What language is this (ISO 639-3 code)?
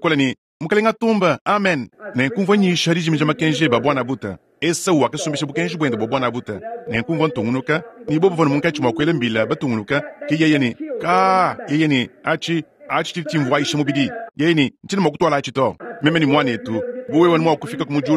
lua